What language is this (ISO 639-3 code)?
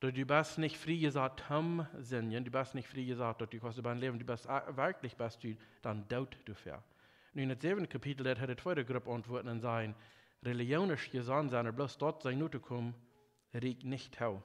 pdt